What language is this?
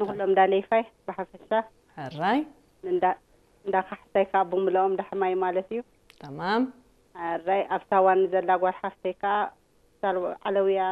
Tigrinya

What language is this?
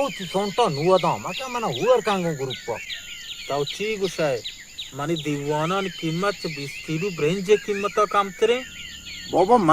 Baluchi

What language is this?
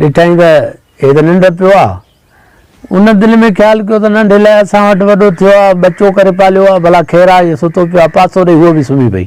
Sindhi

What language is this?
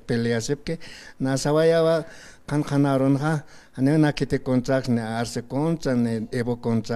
Aymara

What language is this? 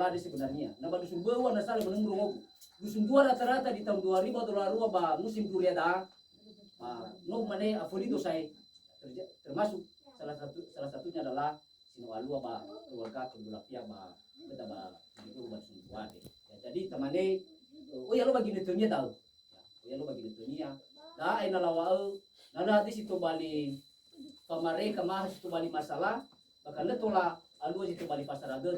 Nias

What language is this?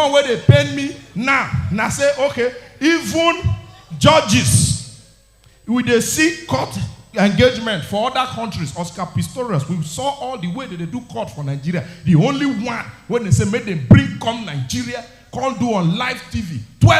Nigerian Pidgin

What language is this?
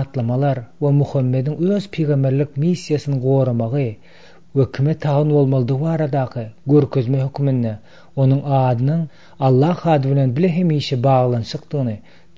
Turkmen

